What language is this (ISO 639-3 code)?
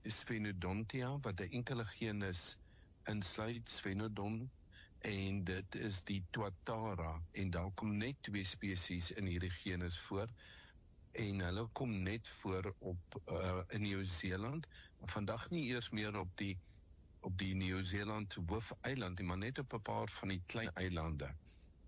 afr